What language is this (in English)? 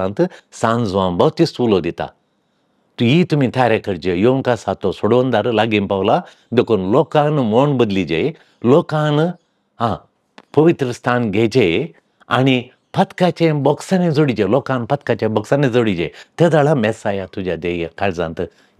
Konkani